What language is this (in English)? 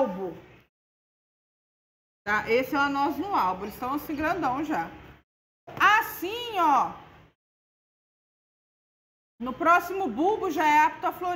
Portuguese